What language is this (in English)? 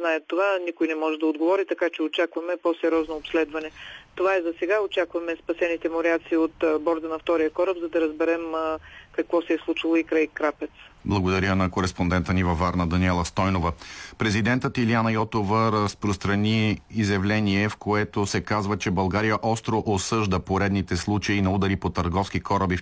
Bulgarian